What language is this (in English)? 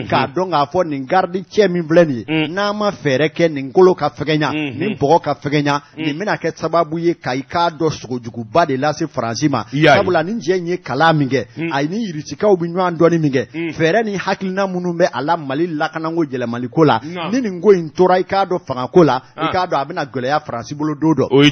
Bambara